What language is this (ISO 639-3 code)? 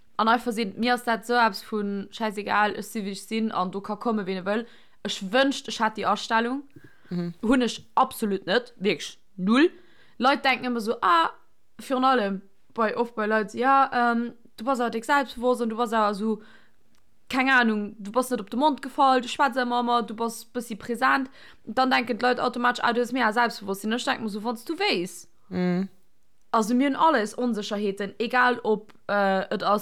ltz